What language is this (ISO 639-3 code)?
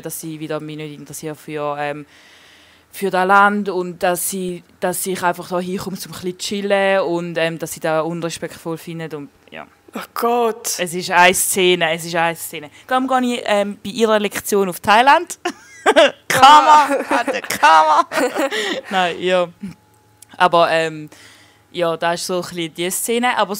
gsw